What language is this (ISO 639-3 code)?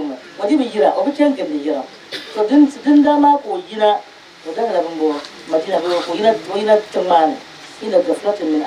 dag